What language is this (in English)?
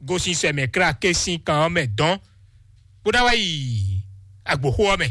Fon